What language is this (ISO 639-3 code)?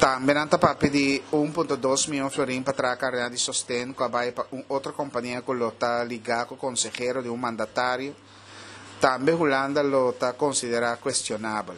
pap